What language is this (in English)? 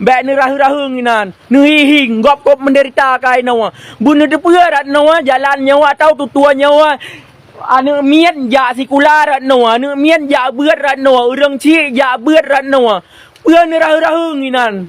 Achinese